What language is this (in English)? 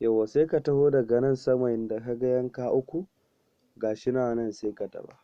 Hausa